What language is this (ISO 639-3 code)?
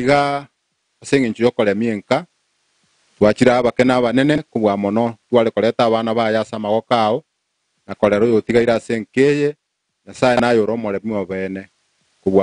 guz